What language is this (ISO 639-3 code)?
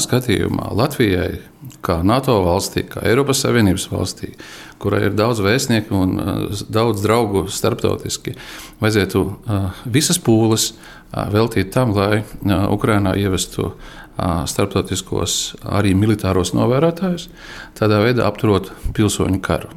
lav